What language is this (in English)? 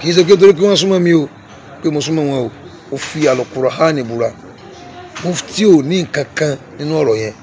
Yoruba